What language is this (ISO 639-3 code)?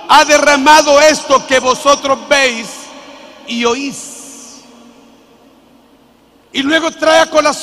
spa